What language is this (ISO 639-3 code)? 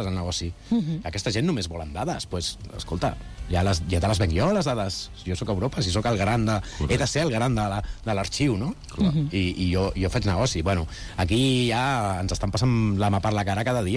cat